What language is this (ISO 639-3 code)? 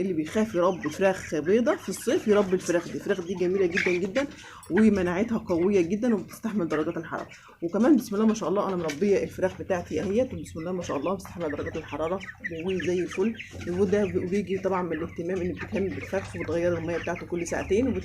arz